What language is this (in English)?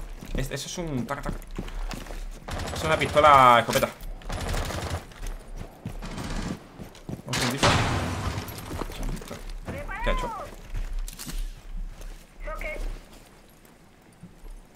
Spanish